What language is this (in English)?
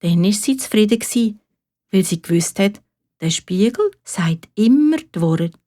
Swiss German